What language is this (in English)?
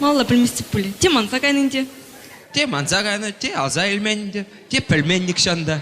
Chuvash